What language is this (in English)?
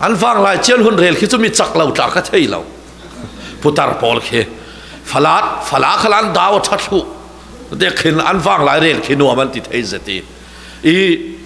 Falam Chin